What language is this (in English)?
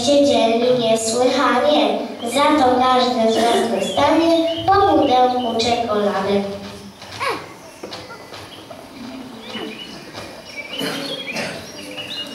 Polish